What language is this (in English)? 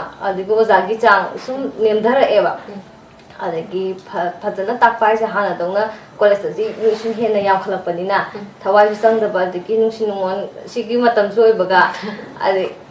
Manipuri